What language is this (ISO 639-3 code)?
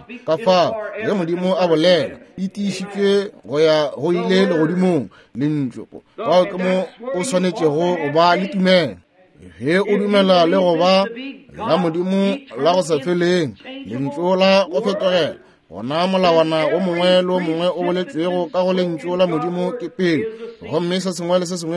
nso